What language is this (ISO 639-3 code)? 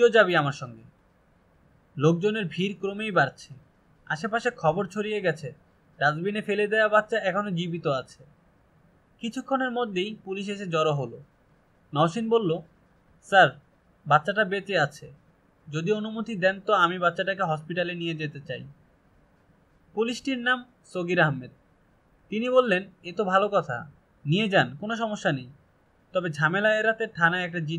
ben